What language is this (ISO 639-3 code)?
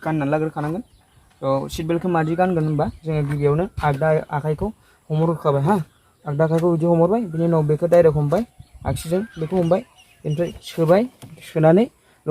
brx